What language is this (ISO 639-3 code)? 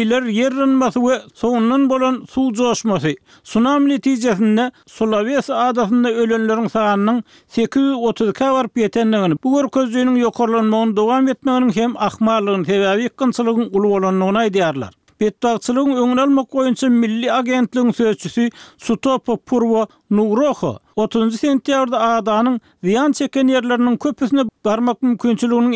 tuk